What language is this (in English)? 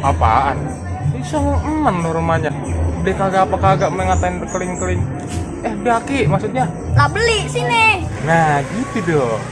Betawi